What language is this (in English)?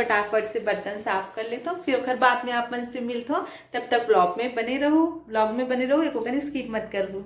Chhattisgarhi